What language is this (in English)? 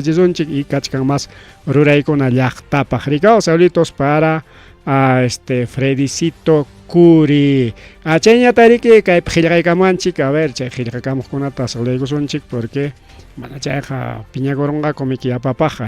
Ayacucho Quechua